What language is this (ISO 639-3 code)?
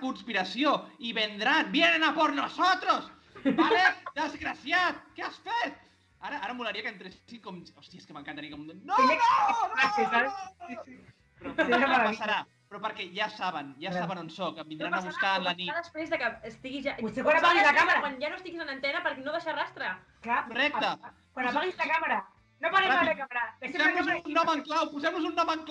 cat